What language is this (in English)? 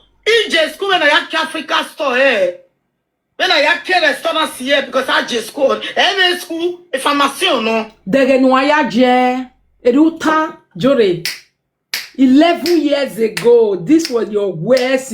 Nigerian Pidgin